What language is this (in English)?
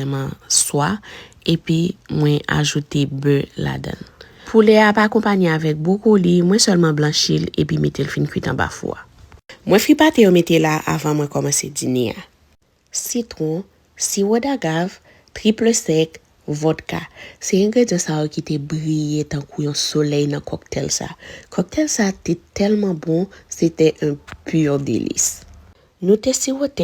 Haitian Creole